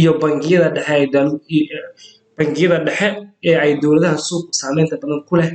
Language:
Somali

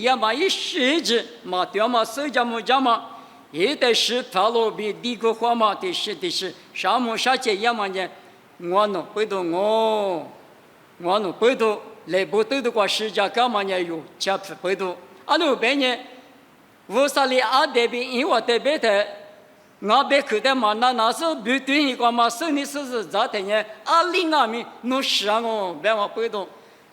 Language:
Lisu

